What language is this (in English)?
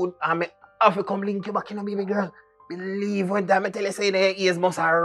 Jamaican Creole English